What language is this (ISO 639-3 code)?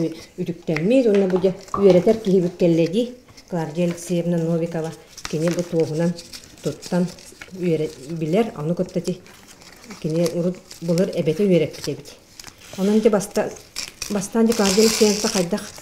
sah